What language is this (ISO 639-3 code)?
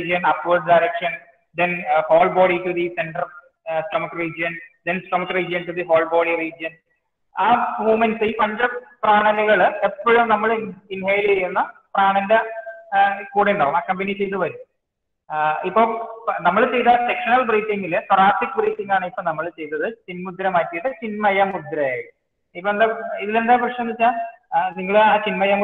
mal